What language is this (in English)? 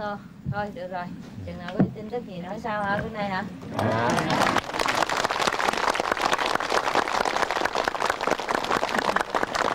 Vietnamese